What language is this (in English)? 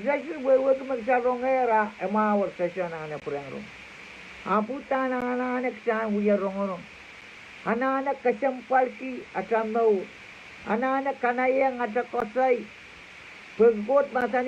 Pohnpeian